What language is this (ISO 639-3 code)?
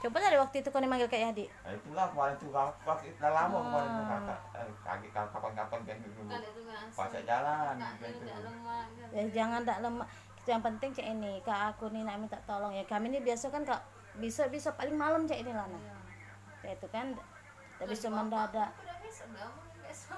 mui